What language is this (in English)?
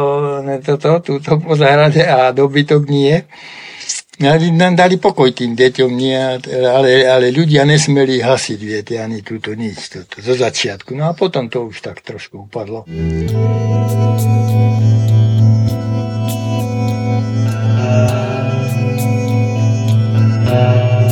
Slovak